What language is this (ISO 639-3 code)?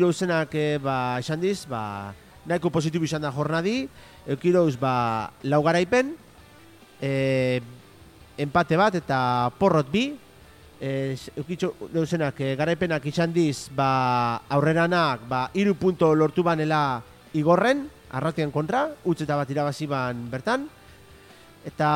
eus